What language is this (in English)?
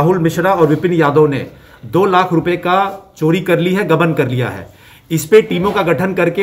Hindi